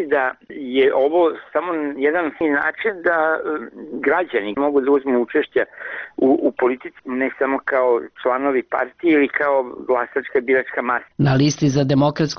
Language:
Serbian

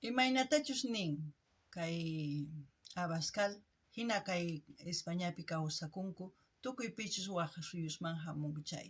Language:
South Bolivian Quechua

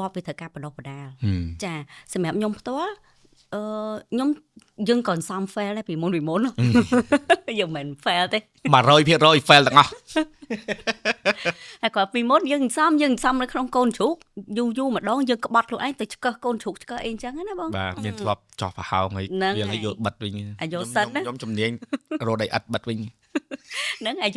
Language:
Khmer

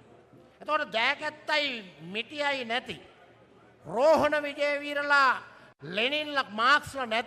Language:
Sinhala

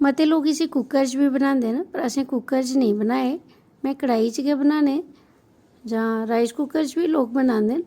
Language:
Dogri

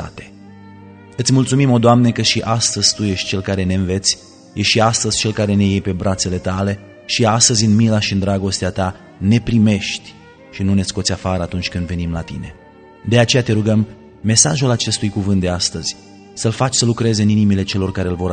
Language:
Romanian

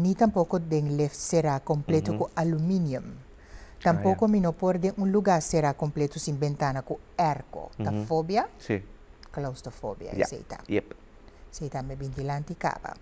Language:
Papiamento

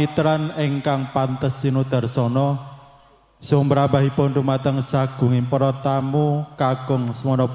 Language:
Javanese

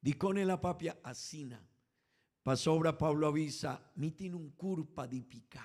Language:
Papiamento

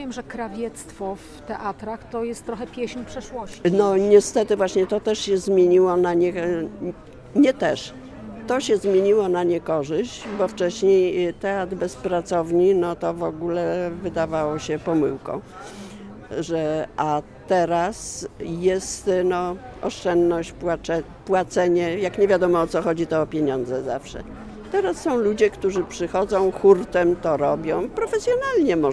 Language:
Polish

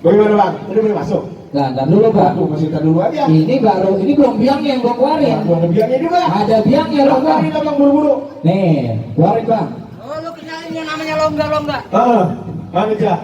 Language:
Betawi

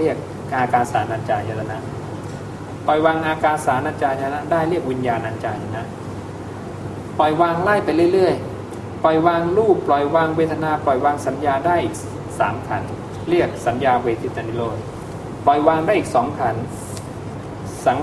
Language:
Thai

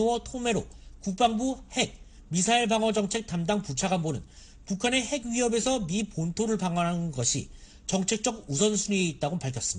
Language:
Korean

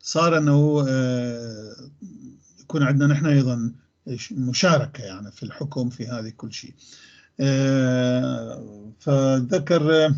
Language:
North Levantine Arabic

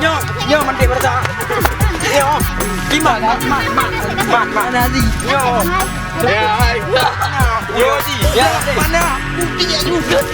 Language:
Achinese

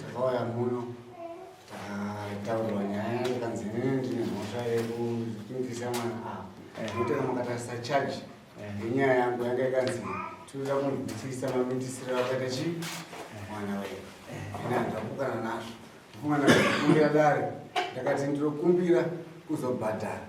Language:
Shona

